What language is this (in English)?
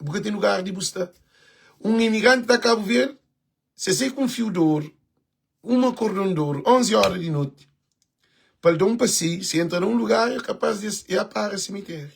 Kabuverdianu